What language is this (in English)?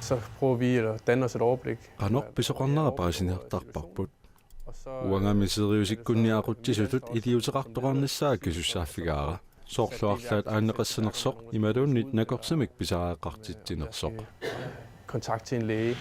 Kalaallisut